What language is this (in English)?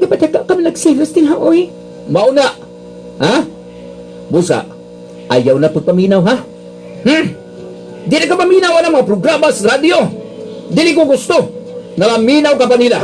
Cebuano